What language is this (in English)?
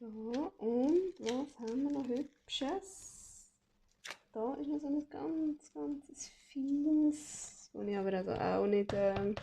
Swiss German